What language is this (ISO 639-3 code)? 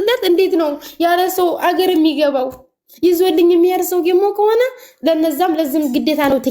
amh